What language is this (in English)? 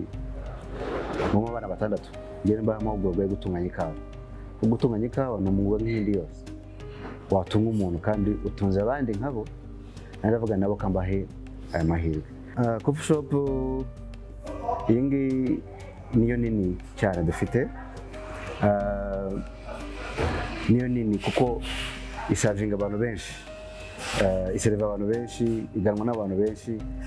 Kinyarwanda